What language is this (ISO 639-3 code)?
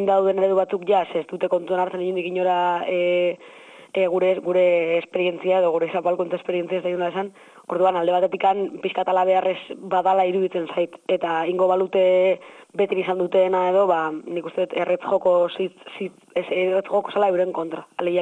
eus